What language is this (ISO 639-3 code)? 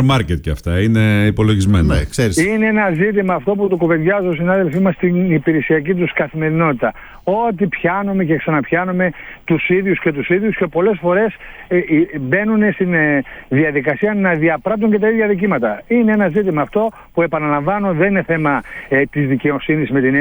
ell